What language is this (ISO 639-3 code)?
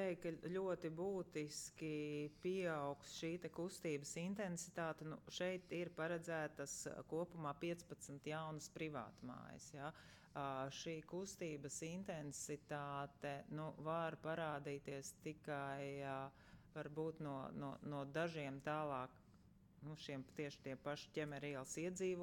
lav